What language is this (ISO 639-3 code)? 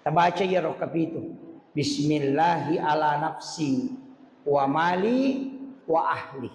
bug